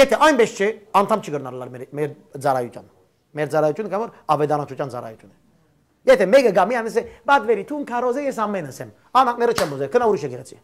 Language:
Western Armenian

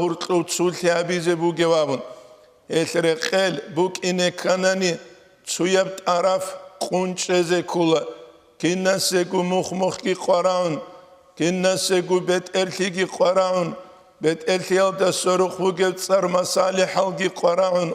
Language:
Avaric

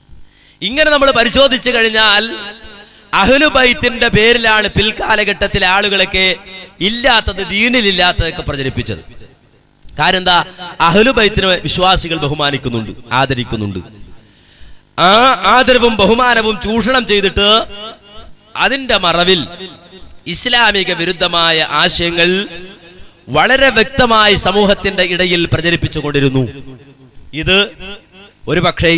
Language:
Malayalam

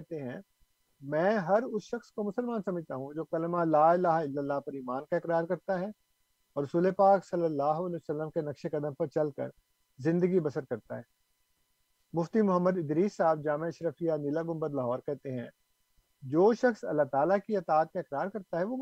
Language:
Urdu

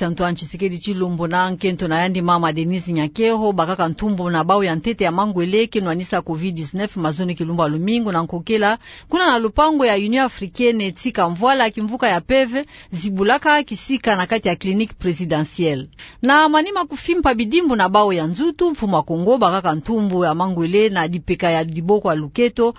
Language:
Kituba (Democratic Republic of Congo)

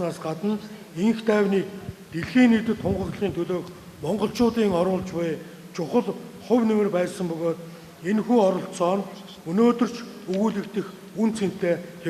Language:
Mongolian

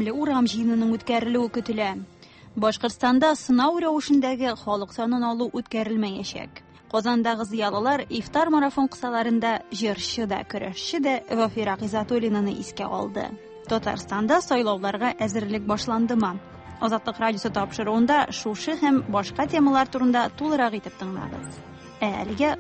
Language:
Tatar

